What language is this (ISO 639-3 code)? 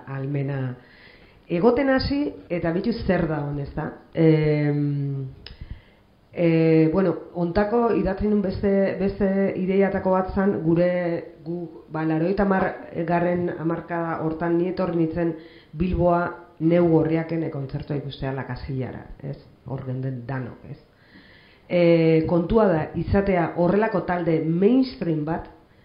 eus